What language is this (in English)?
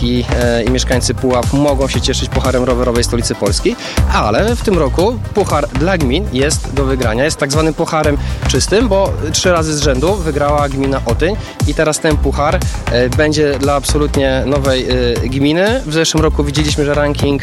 Polish